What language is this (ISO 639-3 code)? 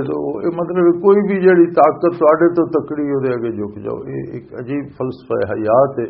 lah